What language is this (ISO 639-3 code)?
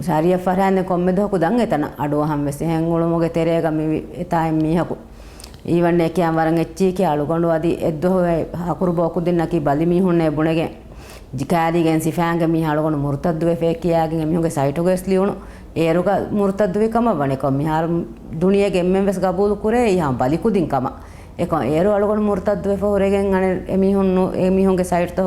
div